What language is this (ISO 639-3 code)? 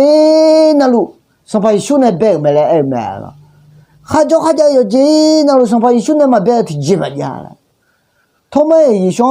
ahk